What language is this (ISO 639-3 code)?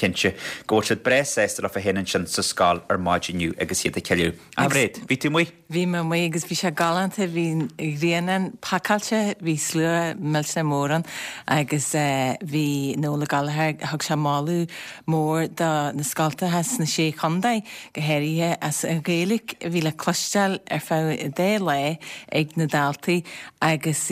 gle